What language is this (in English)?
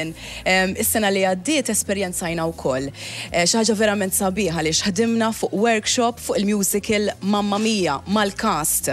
Maltese